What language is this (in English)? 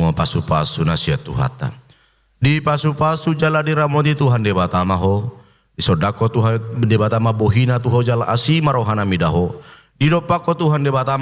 Batak Toba